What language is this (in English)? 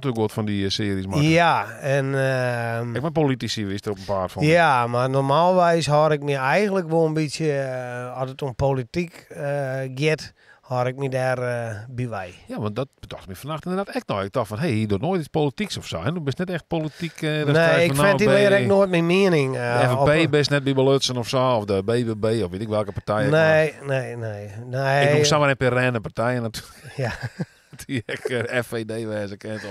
Western Frisian